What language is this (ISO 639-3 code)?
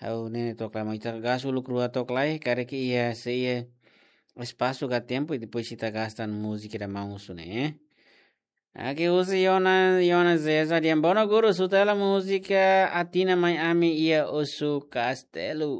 tet